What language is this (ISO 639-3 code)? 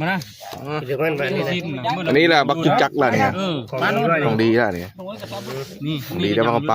tts